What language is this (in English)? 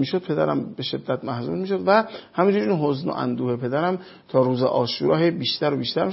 Persian